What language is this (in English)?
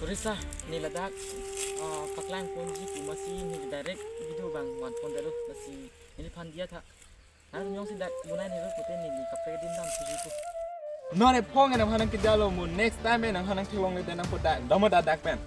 Karbi